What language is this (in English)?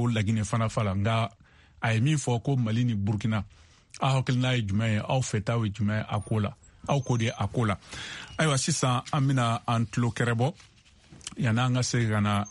Bambara